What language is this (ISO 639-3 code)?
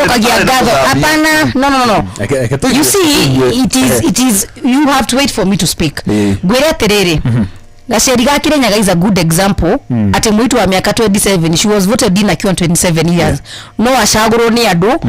kik